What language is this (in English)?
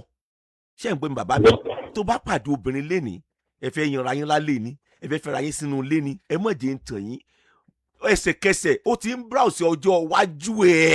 Yoruba